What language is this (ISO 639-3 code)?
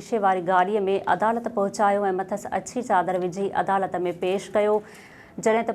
snd